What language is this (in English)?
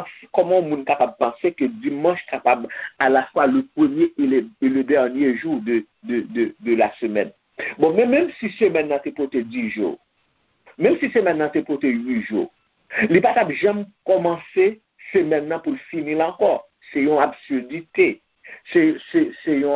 Haitian Creole